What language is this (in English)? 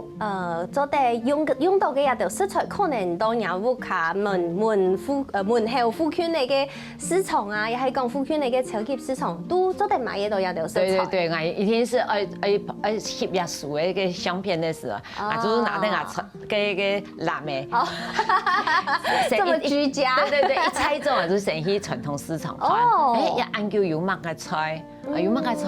Hakka Chinese